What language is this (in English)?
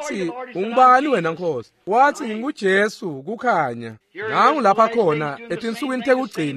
Swati